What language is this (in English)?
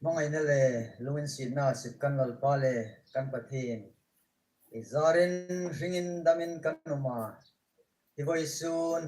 Hmar